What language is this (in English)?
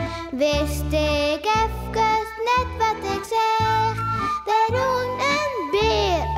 Western Frisian